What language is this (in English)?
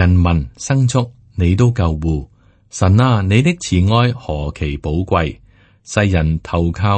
Cantonese